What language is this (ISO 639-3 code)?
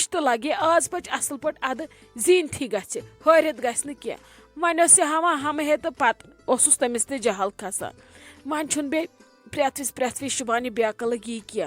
kas